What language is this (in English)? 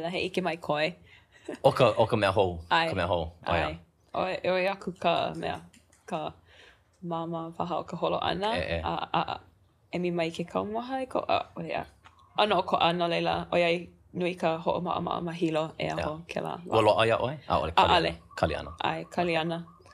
Hawaiian